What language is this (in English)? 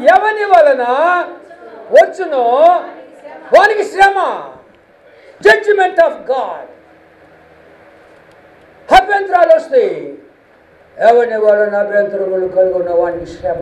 Telugu